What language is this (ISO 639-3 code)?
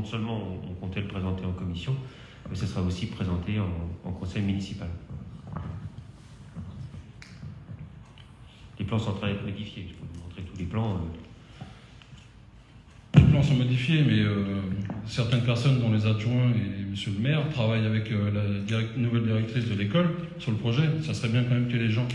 fra